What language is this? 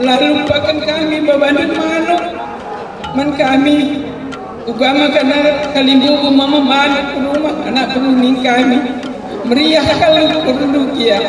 Batak Karo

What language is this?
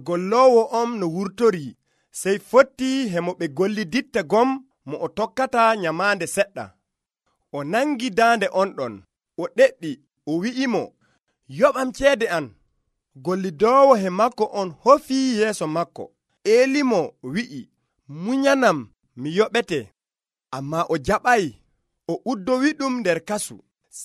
Nigerian Fulfulde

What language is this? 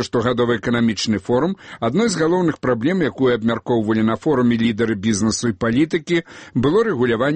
Belarusian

